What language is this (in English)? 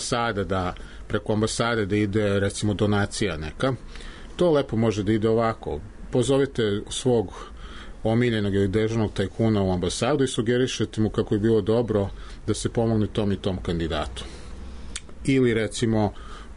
Serbian